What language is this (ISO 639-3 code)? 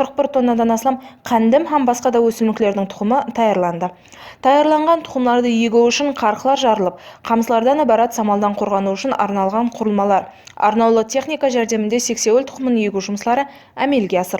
kaa